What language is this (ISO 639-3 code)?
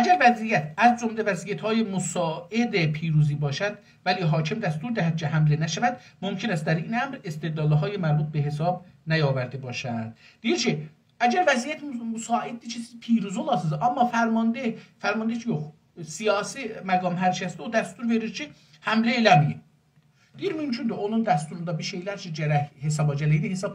azb